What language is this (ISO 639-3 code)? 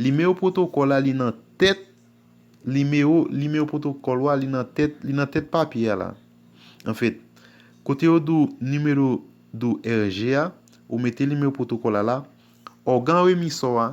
hat